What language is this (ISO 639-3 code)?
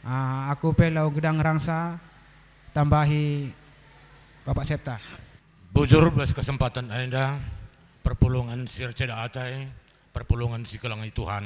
btx